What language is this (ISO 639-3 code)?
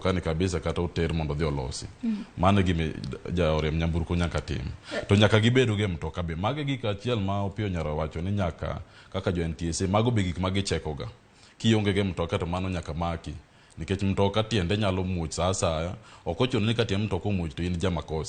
luo